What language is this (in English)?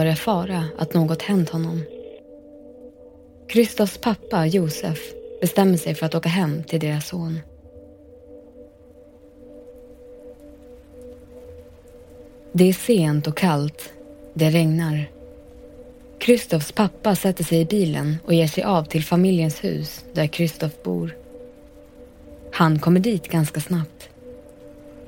Swedish